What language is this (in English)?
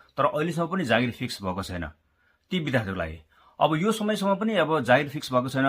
Nepali